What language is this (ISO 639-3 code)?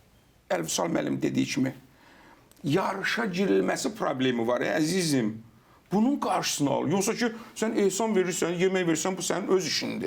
aze